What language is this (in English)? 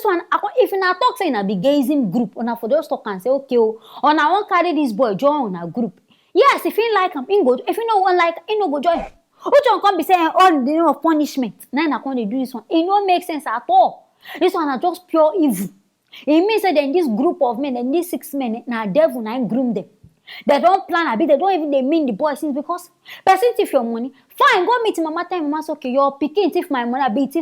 Nigerian Pidgin